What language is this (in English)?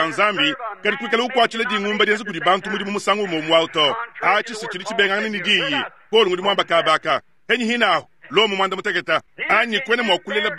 Luba-Lulua